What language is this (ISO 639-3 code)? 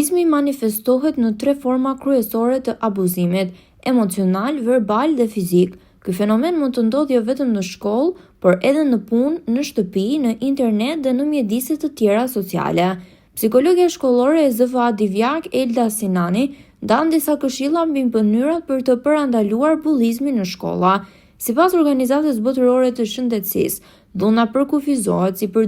sqi